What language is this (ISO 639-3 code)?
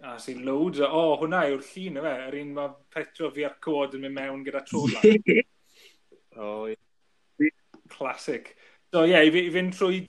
cym